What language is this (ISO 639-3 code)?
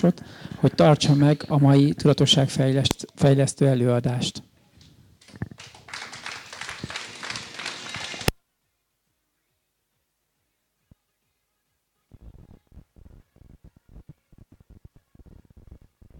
hun